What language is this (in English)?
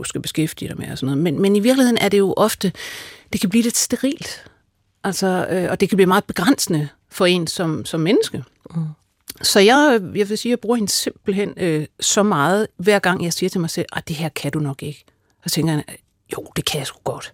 Danish